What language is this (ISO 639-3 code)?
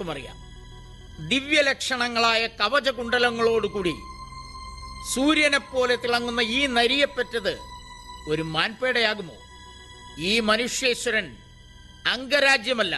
mal